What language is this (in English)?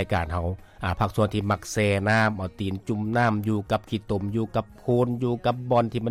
Lao